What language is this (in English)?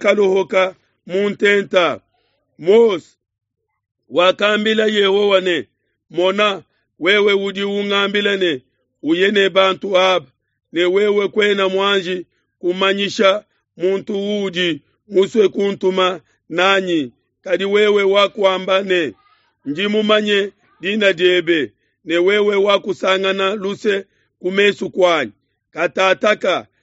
Luba-Lulua